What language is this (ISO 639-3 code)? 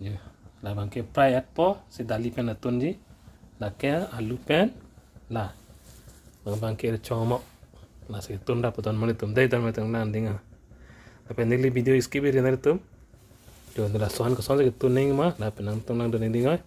mjw